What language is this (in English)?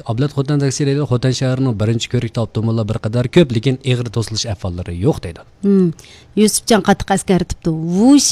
Uyghur